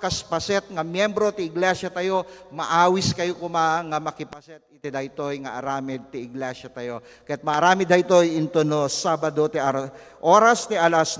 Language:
Iloko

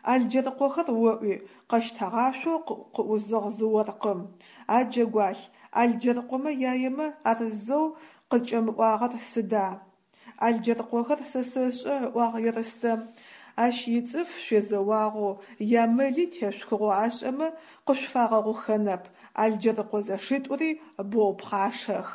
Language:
Adyghe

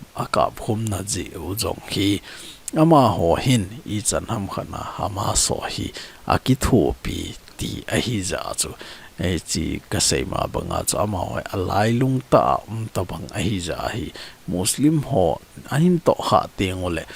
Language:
Thado Chin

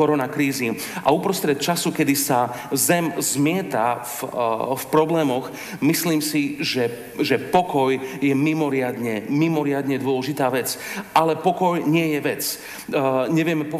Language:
Slovak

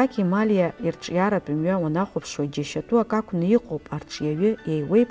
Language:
Abkhazian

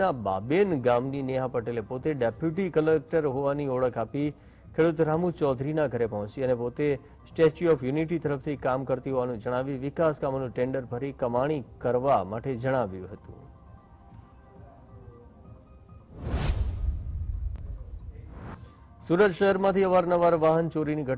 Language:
Gujarati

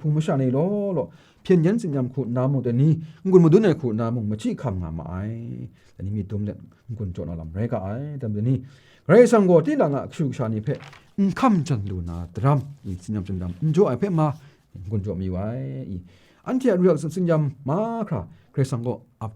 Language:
Kachin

